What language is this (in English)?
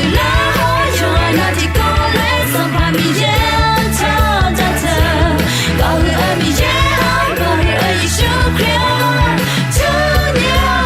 Akha